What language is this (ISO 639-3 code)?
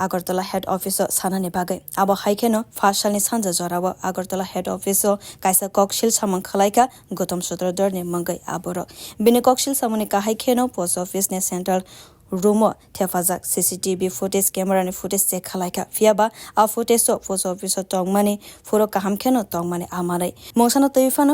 trp